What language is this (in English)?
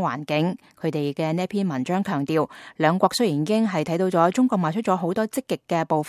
Cantonese